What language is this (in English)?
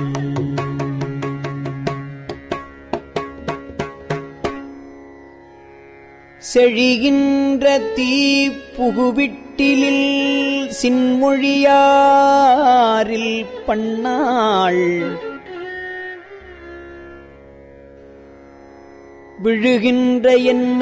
Tamil